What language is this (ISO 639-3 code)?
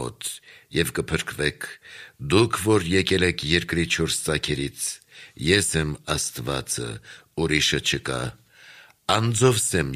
hye